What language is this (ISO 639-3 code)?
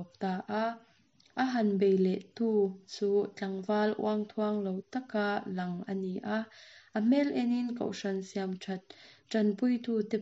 lus